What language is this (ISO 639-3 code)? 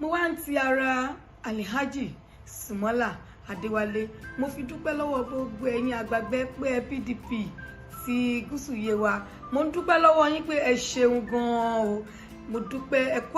yor